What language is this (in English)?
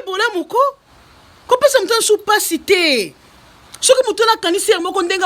Lingala